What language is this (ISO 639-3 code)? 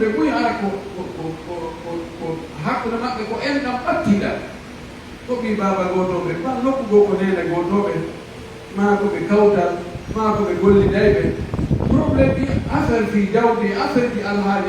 fuf